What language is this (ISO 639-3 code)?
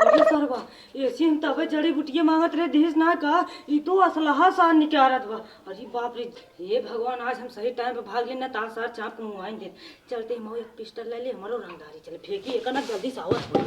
awa